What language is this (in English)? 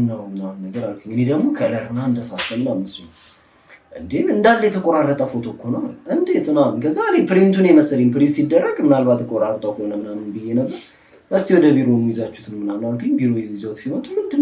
Amharic